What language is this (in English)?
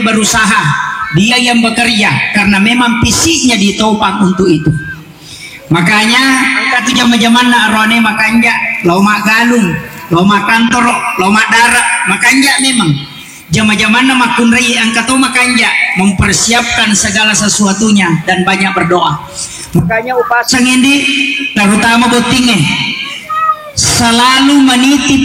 Buginese